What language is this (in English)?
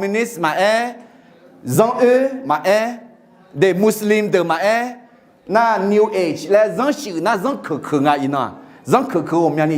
Akha